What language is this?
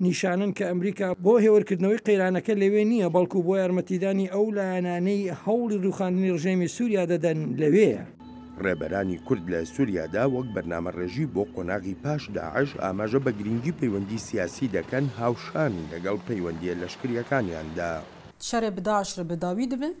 Central Kurdish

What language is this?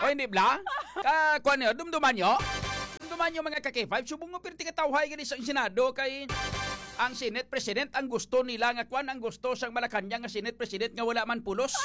Hiligaynon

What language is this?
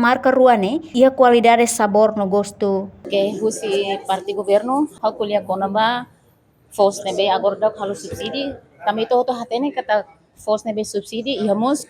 Tetum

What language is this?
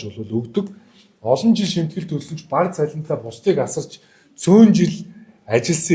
Mongolian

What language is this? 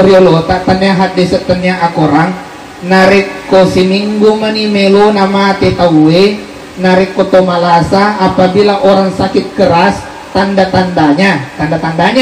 Buginese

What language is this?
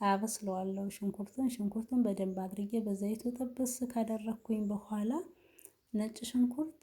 Amharic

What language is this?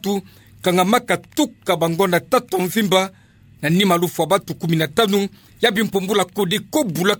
Kituba (Democratic Republic of Congo)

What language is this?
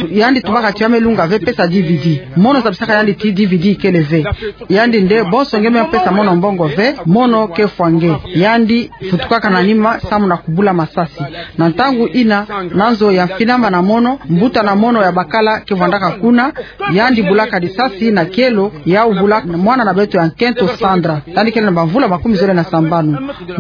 Kituba (Democratic Republic of Congo)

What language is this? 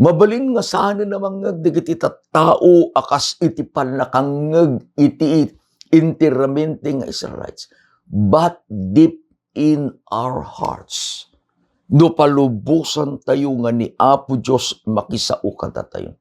Iloko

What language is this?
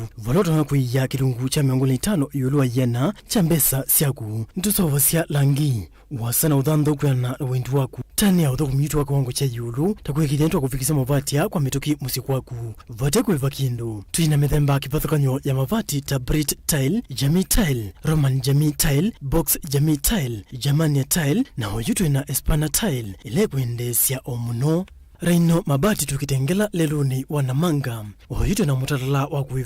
Kamba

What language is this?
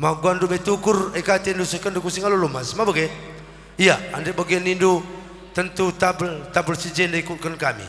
Batak Karo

